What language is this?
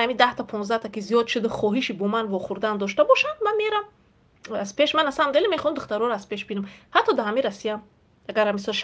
Tajik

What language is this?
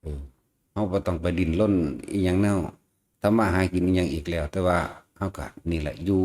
Lao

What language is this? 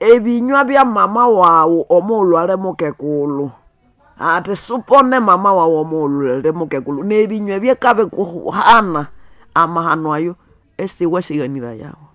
Nande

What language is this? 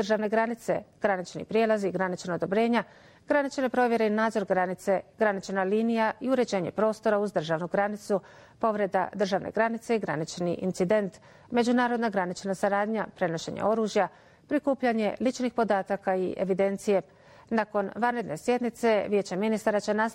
Bosnian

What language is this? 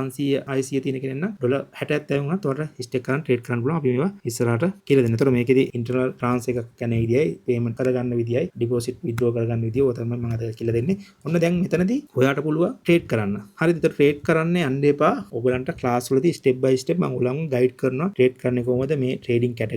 Sinhala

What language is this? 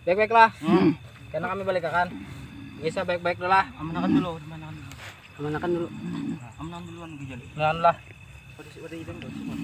Banjar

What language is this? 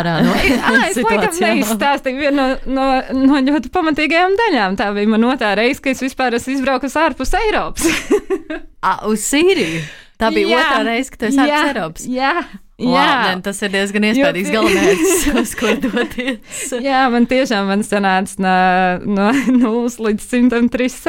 Latvian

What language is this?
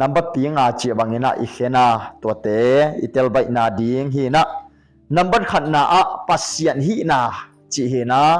Tedim Chin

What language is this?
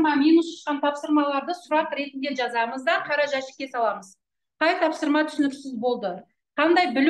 Kazakh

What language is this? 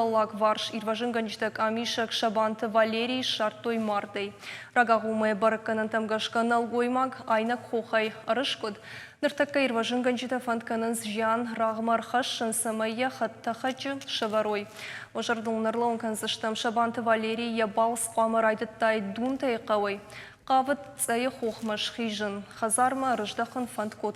Ossetic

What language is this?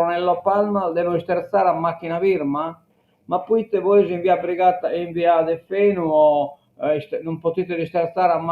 Sardinian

